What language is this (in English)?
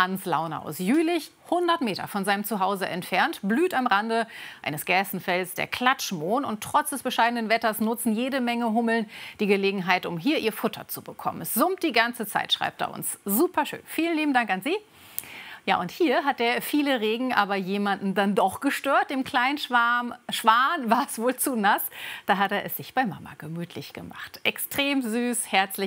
German